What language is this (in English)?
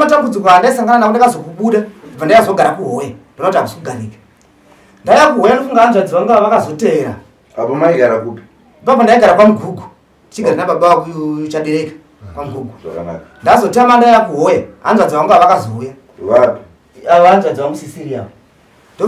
Shona